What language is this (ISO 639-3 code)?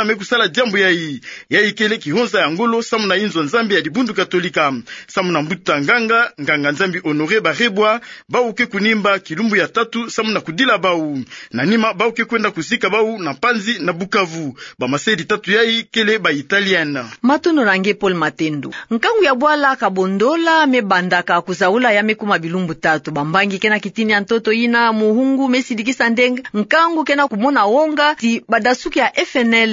ktu